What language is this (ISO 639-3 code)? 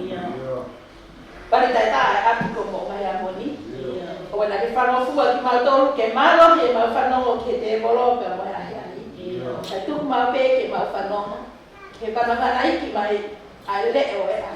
ton